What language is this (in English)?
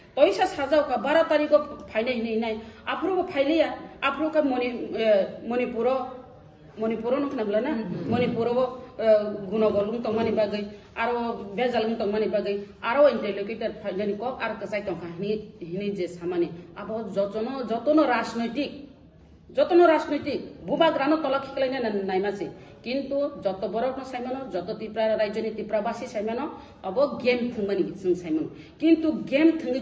Kok Borok